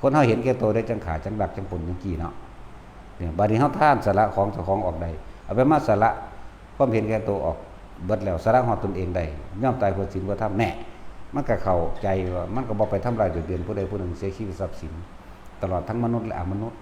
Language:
Northeastern Thai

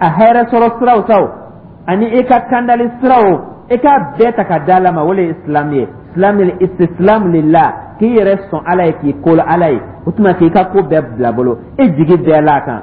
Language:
Dyula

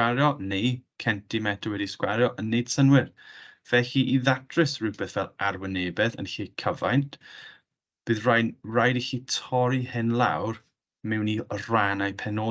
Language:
Welsh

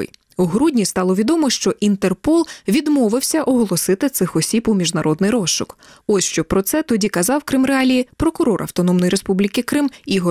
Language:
Ukrainian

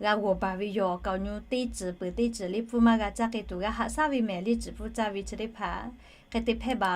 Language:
Lahu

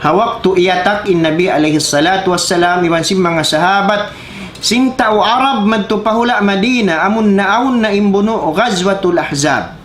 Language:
Tausug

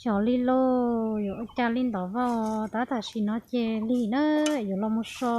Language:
Hmong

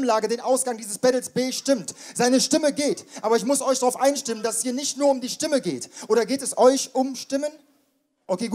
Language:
German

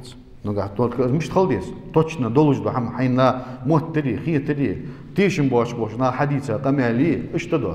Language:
Ingush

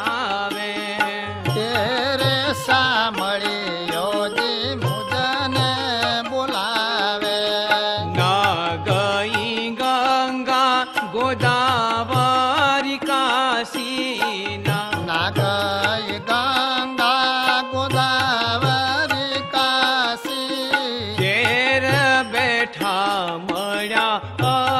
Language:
Gujarati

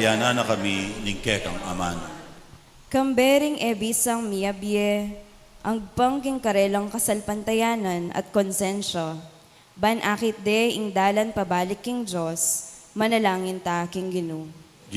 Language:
Pampanga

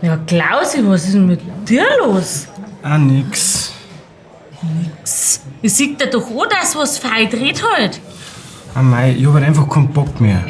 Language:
Bavarian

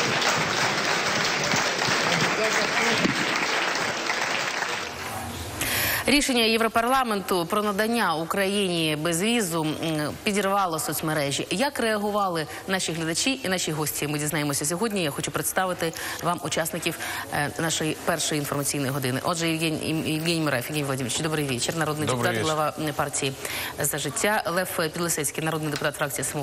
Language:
Ukrainian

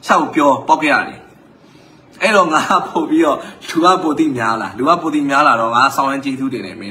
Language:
Burmese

